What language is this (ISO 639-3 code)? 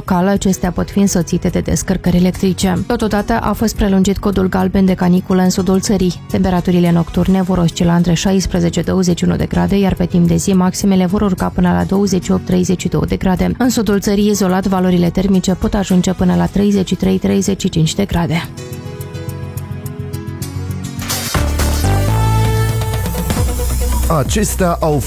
ron